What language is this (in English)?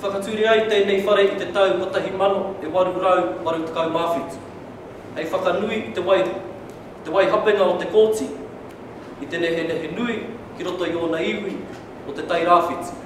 Māori